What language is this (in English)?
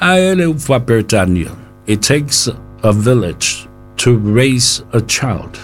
Samoan